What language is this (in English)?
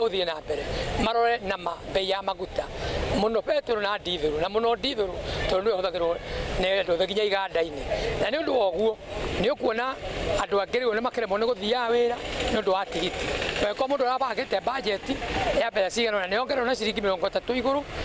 Kikuyu